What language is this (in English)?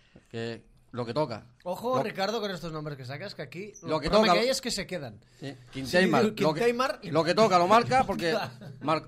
Catalan